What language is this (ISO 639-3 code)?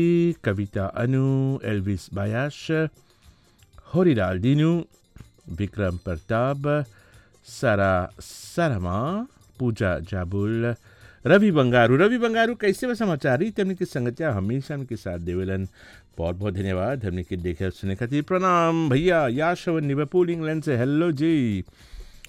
bho